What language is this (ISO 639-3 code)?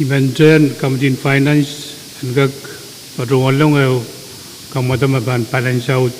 pon